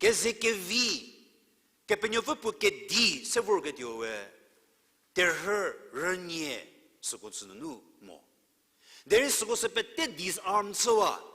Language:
Angami Naga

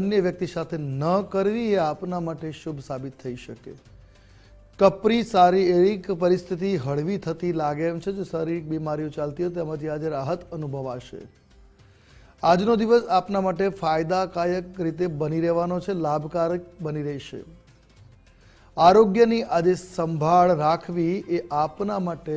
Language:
Gujarati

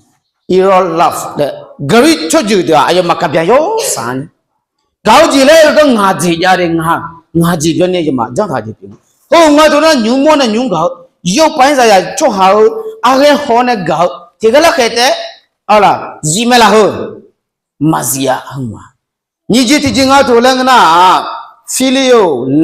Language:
Akha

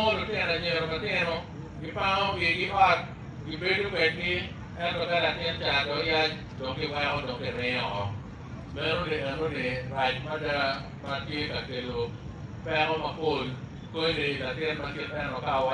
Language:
Acoli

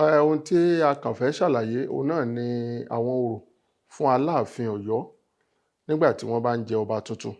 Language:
Yoruba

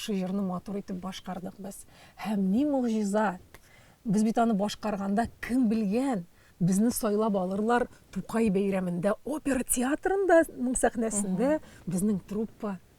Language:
Tatar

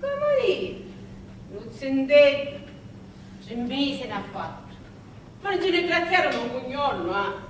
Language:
Sicilian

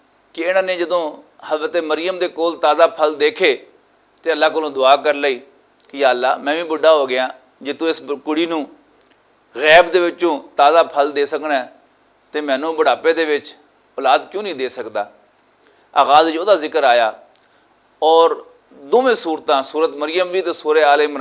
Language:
Western Panjabi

